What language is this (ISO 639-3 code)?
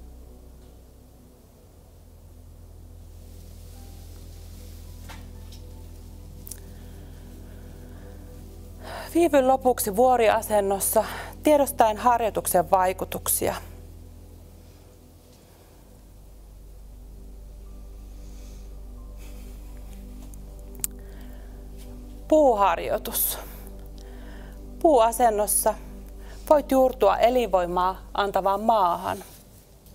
fin